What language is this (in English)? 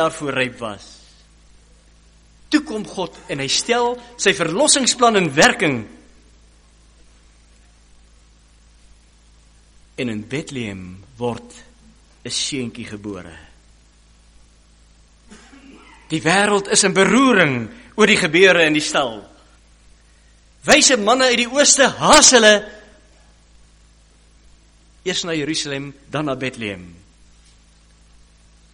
Afrikaans